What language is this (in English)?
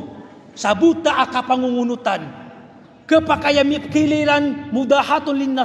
Maranao